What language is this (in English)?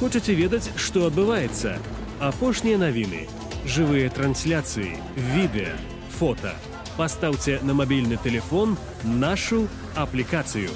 Belarusian